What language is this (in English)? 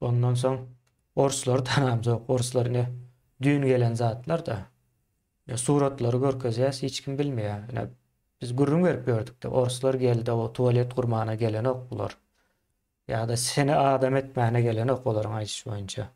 Turkmen